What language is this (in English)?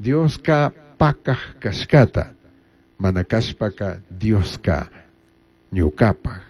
Chimborazo Highland Quichua